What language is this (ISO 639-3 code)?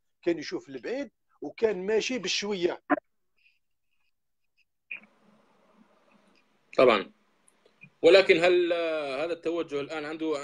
arq